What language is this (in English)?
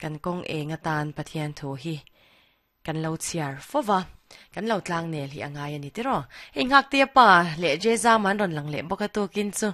Mizo